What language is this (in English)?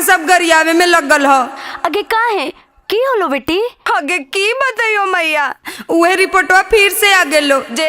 Magahi